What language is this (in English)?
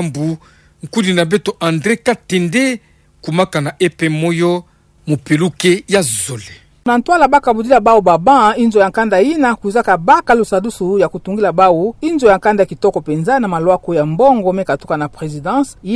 Kituba (Democratic Republic of Congo)